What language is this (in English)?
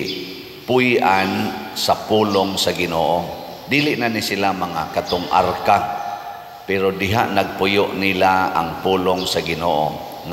Cebuano